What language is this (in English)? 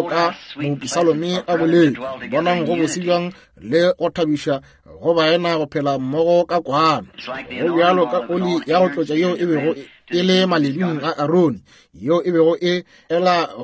Northern Sotho